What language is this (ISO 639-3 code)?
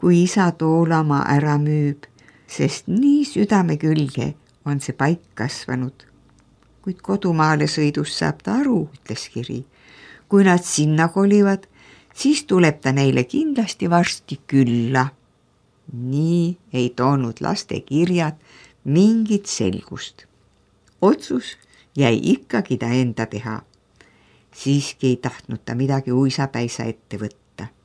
est